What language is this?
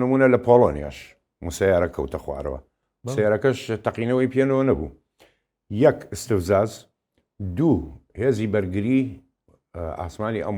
Central Kurdish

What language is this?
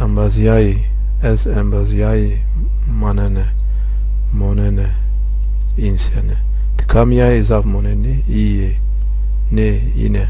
Zaza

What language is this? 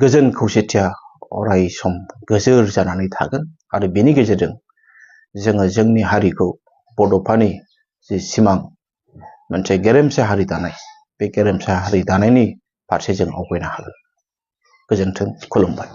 Bodo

